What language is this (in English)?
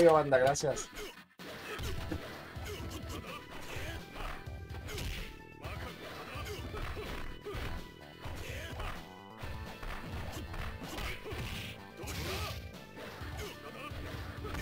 Spanish